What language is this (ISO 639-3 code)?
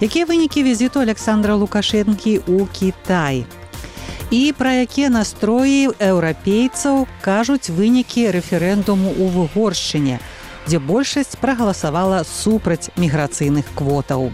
bel